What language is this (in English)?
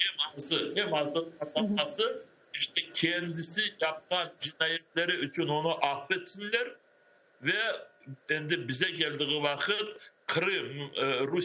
Crimean Tatar